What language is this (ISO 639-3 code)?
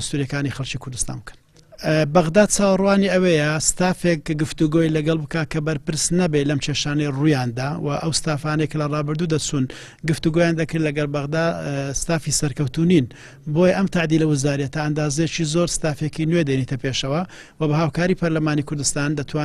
ckb